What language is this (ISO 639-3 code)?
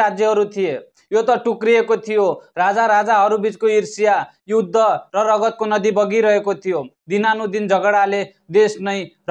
nep